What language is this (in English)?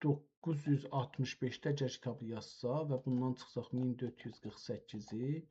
South Azerbaijani